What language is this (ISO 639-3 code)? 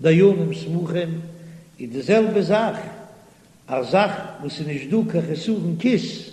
yid